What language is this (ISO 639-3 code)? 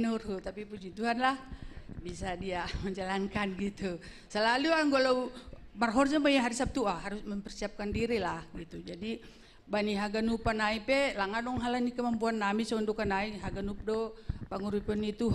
bts